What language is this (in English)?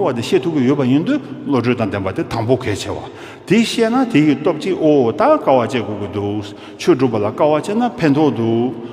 Tibetan